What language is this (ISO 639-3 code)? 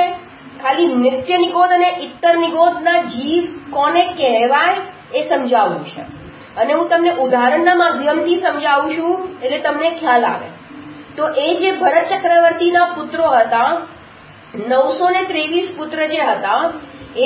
guj